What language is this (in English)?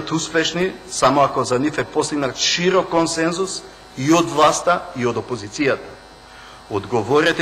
Macedonian